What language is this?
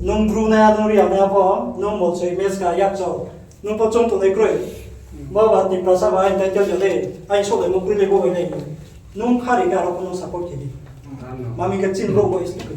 Riang (India)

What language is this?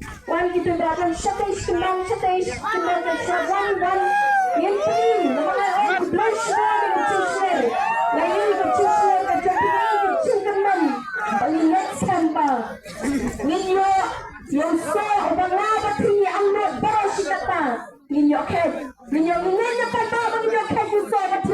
Khasi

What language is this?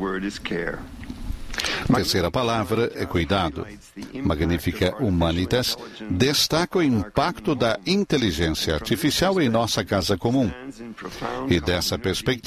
Portuguese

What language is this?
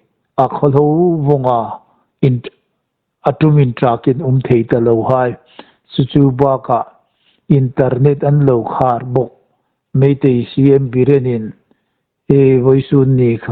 Hmar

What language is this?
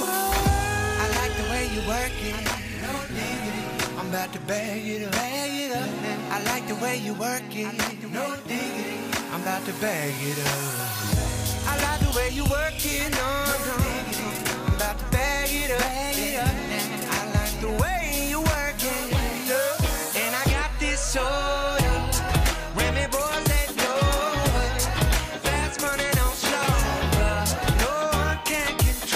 English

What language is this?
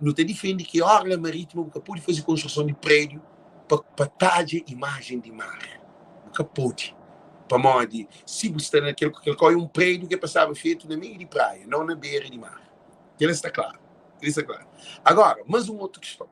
Kabuverdianu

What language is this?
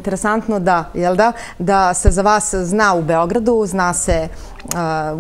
Serbian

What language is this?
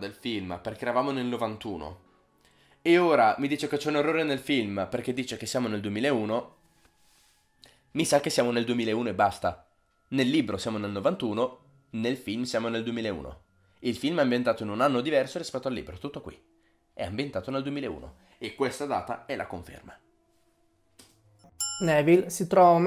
Italian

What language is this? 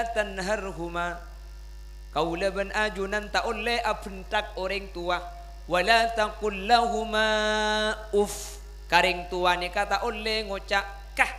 Madurese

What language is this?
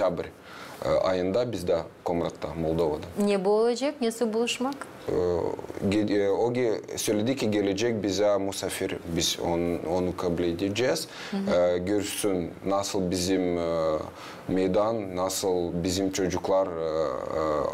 Gagauz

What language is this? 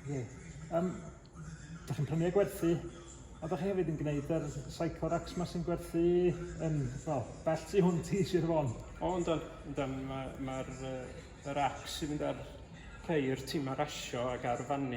Welsh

